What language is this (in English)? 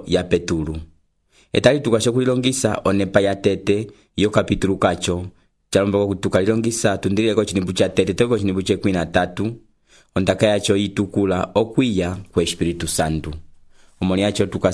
Umbundu